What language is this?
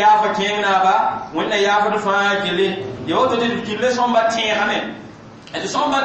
Mossi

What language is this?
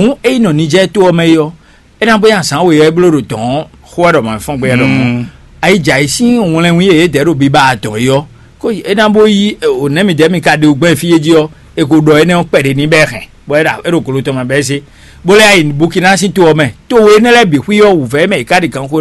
Fon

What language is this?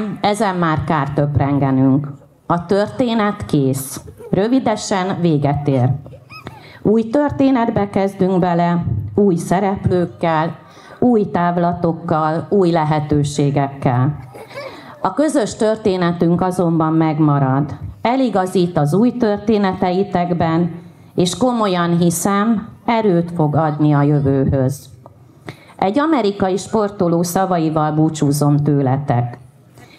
Hungarian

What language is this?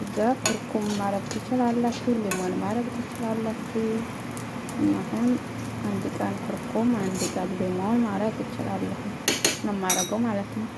Amharic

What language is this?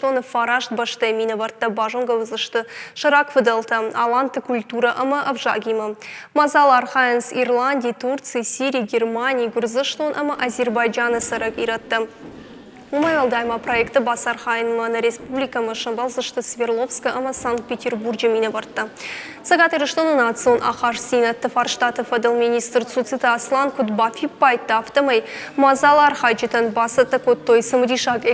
Ossetic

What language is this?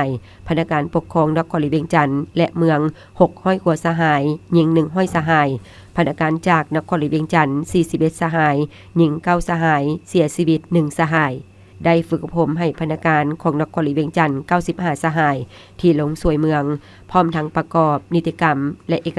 Lao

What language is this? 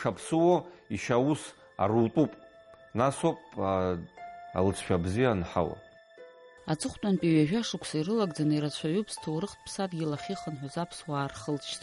Abkhazian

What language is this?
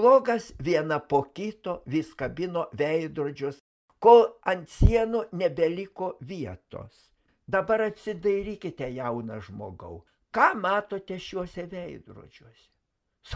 Lithuanian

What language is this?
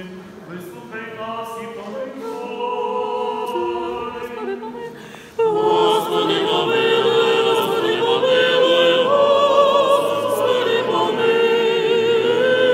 Ukrainian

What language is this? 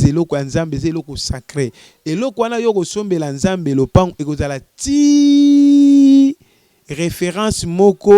Lingala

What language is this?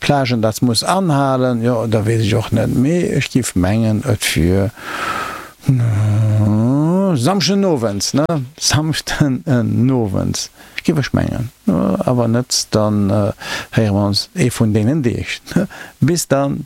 Luxembourgish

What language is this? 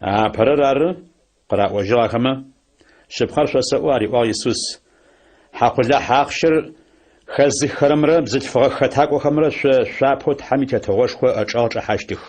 Adyghe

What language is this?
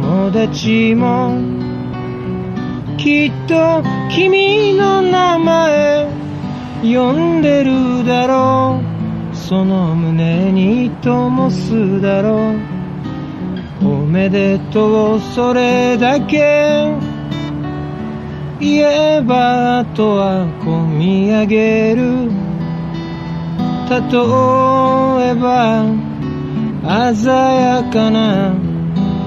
Japanese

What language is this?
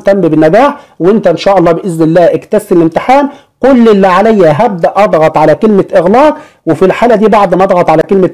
Egyptian Arabic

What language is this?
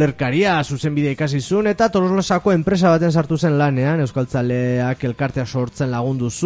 Basque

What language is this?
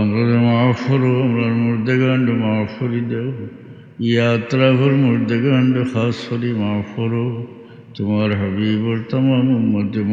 Sylheti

